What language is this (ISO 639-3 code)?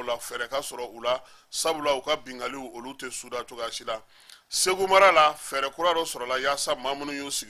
bam